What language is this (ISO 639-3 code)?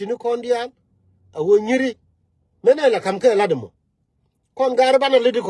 nus